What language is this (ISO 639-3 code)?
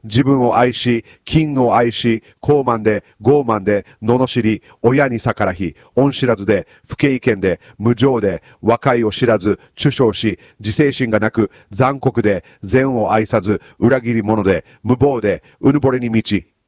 jpn